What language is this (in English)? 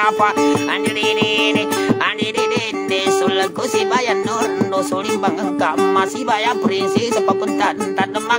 Malay